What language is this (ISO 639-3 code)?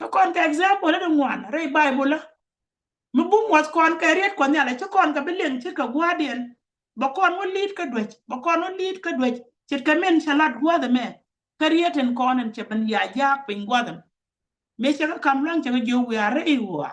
nus